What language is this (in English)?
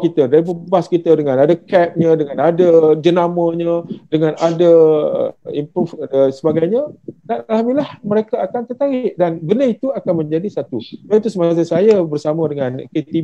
Malay